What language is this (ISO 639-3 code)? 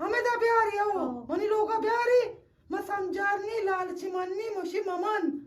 bgp